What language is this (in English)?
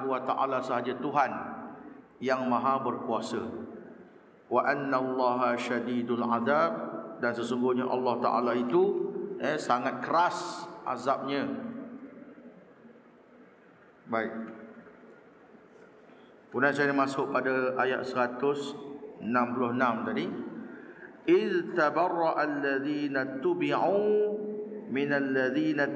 Malay